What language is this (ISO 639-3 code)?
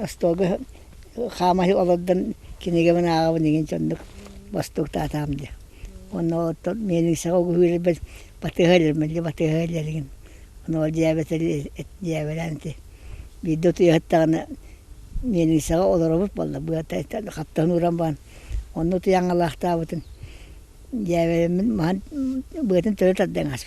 sah